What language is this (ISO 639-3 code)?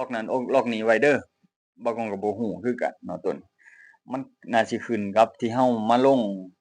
lao